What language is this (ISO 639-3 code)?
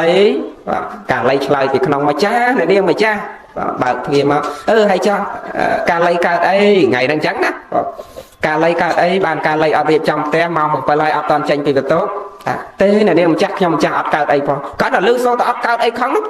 khm